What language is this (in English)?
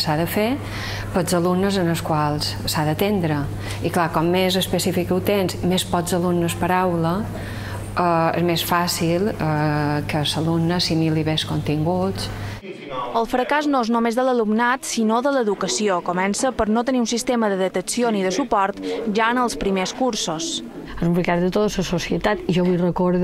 Catalan